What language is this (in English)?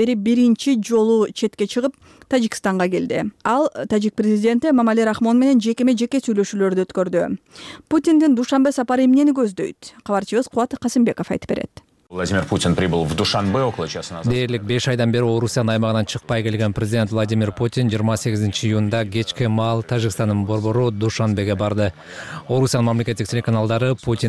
Kyrgyz